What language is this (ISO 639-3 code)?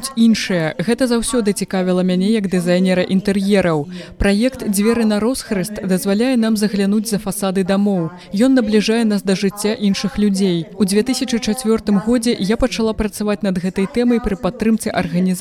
bel